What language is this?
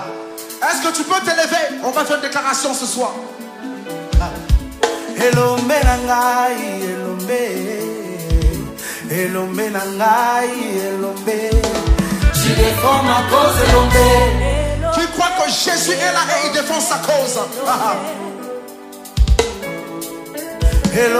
French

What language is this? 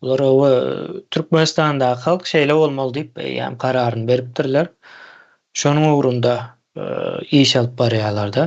Turkmen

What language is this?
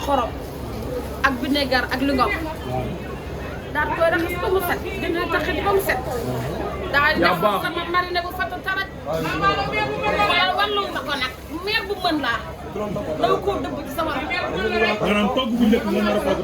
Wolof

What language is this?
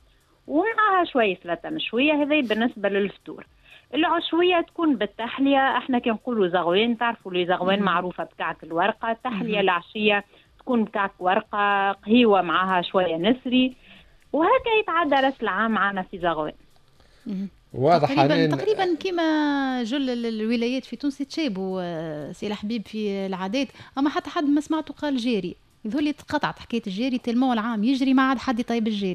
Tunisian Arabic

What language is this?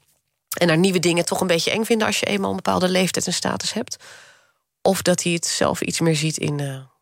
Dutch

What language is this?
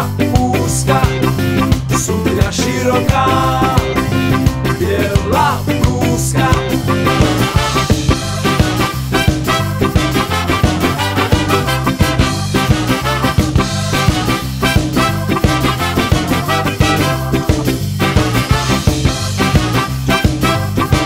Slovak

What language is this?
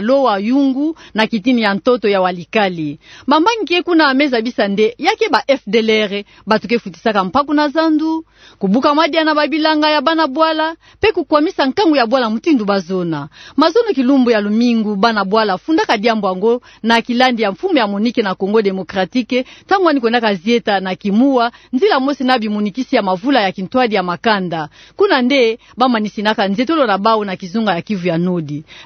Kituba (Democratic Republic of Congo)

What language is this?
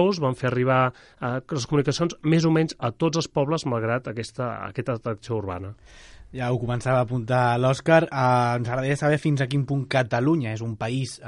Catalan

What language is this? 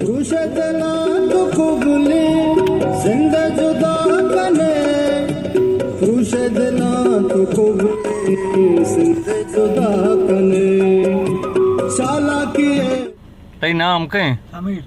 Baluchi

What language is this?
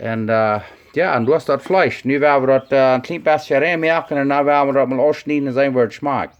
Plautdietsch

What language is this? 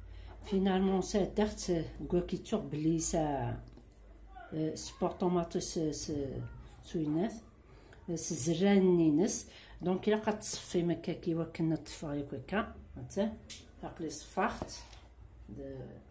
Kabyle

